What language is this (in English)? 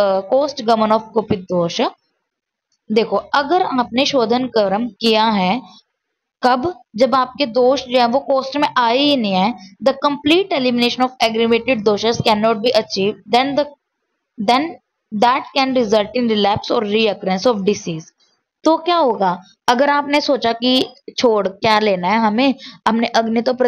Hindi